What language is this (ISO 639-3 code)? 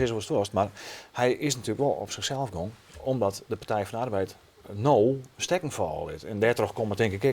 fry